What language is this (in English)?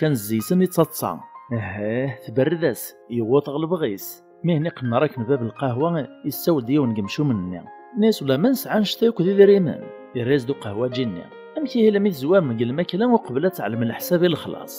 Kabyle